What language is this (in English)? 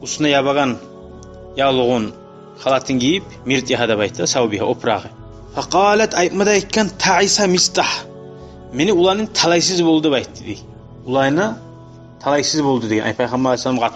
Kumyk